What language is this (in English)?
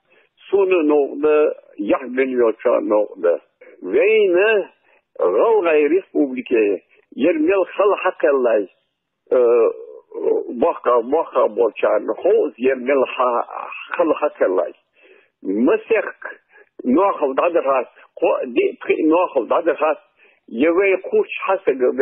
Ingush